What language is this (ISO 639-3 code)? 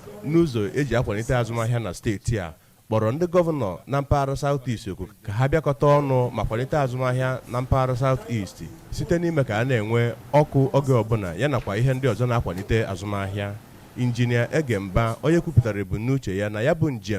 ibo